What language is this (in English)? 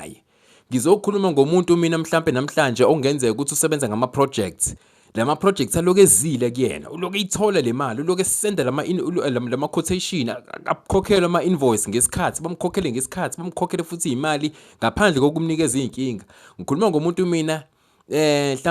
Zulu